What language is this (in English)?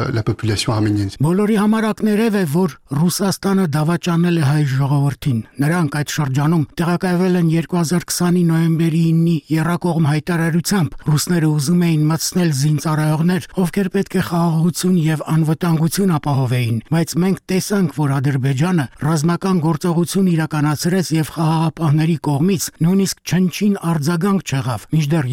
Armenian